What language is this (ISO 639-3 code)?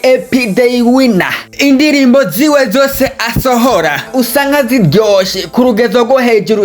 run